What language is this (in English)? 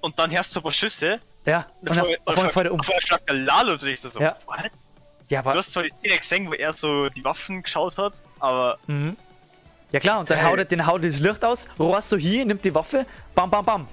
Bavarian